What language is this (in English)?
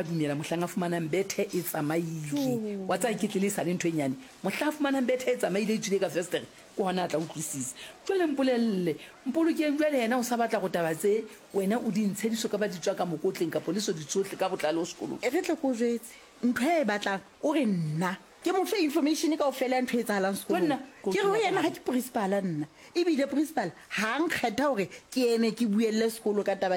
Southern Sotho